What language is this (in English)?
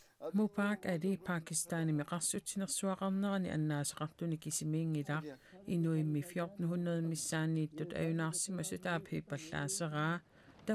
Kalaallisut